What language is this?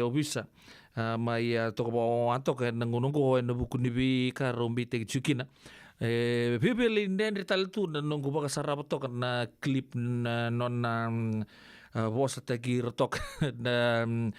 Fijian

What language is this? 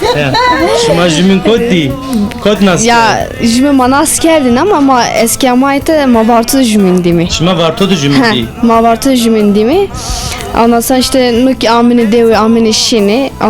Zaza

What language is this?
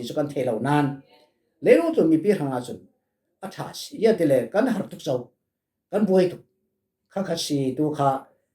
Falam Chin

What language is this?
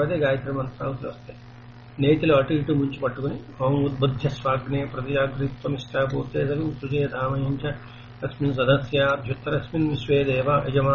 Telugu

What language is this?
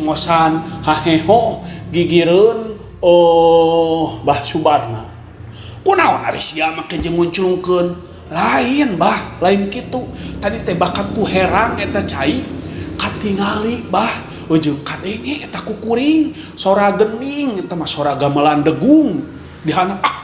Sundanese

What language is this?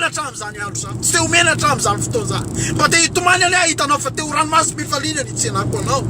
Malagasy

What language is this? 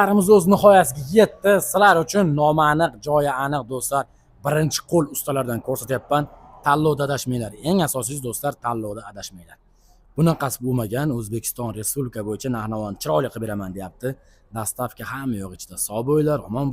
Uzbek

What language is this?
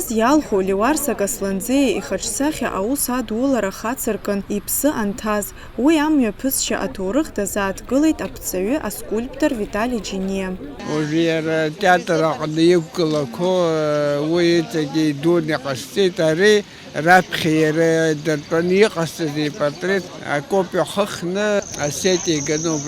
Abkhazian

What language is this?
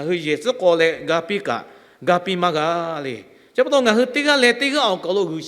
Lahu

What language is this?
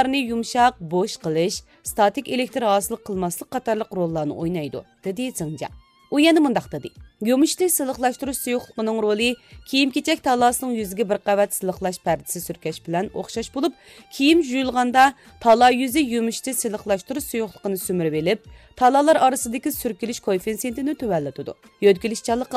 Uyghur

